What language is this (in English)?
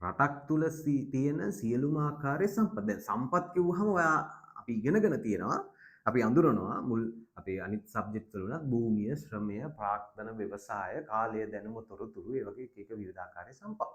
Sinhala